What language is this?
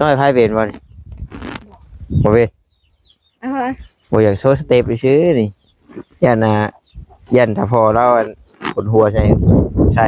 Northeastern Thai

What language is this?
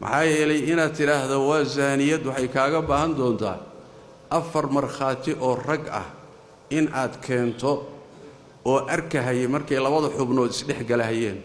Somali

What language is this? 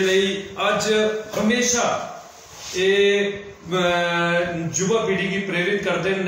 Dogri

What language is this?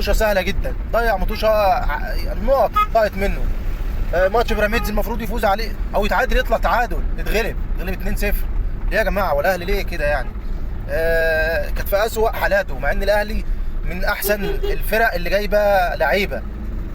Egyptian Arabic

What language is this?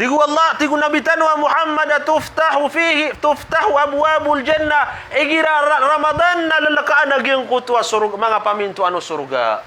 Maranao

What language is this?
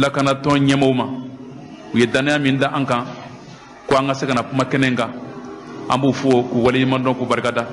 Bambara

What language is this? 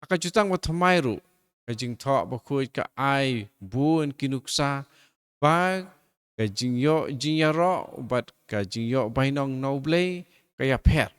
Khasi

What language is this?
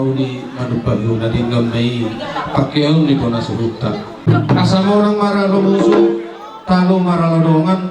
Batak Toba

